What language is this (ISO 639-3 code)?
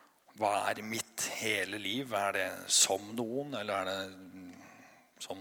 nor